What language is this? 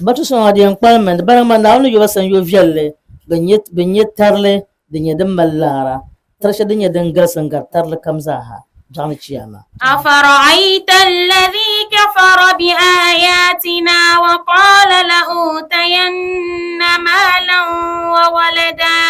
Dagbani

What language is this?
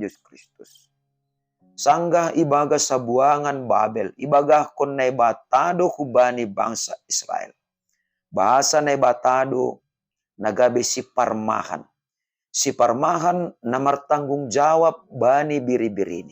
Batak Simalungun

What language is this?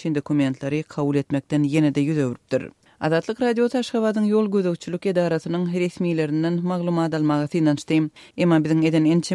Turkmen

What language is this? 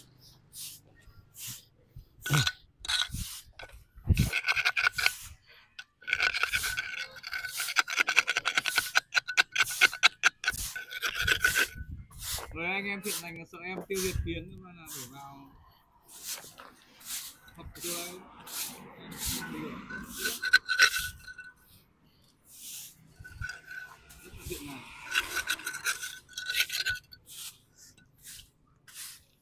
Vietnamese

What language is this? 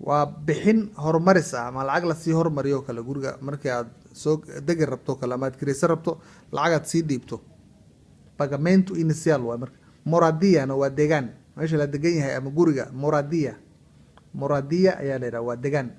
Somali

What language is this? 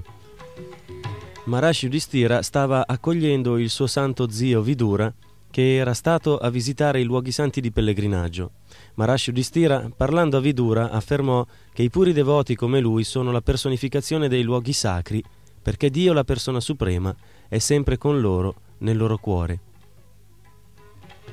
Italian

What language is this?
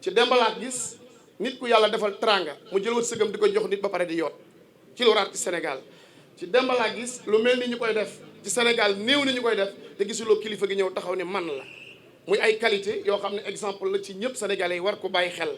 Wolof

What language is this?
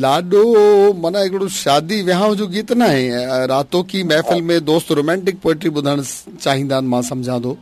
Sindhi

